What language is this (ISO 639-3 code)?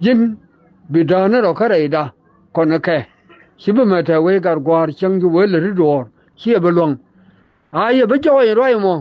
nus